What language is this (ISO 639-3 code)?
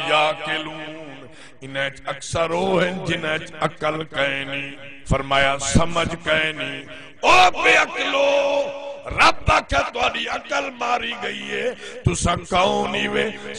skr